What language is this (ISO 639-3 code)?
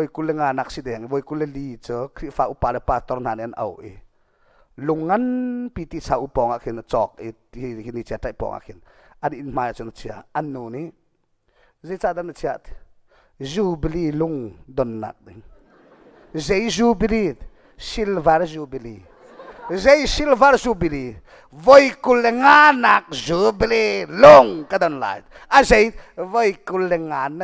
cnh